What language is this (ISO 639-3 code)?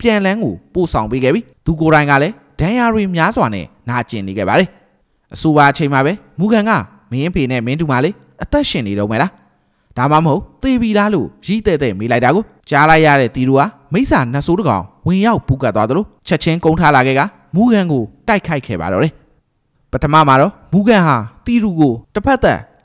mya